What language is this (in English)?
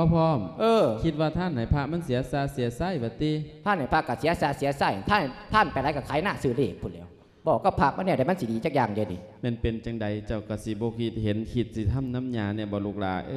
Lao